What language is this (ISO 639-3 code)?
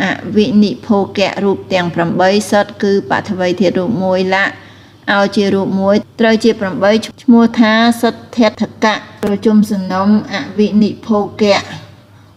khm